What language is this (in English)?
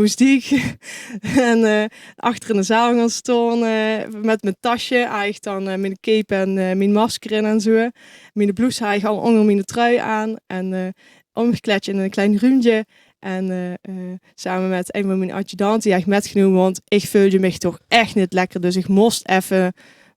Limburgish